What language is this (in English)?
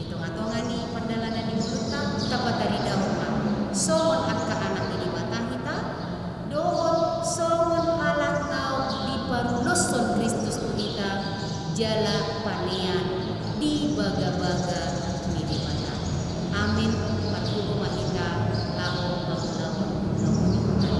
Batak Toba